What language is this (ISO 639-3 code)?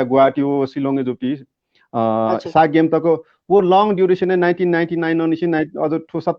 new